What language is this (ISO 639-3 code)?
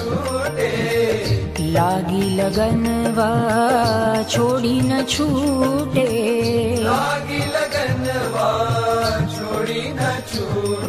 bho